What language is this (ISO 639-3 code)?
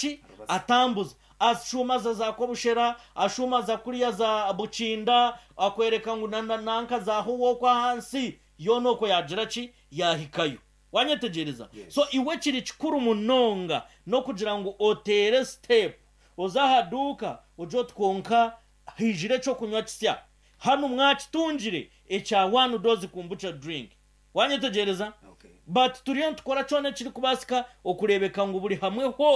nyn